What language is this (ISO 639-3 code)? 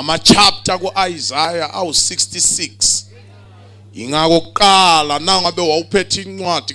zul